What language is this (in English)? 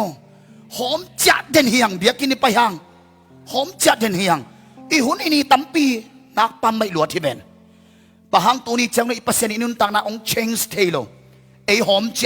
Tedim Chin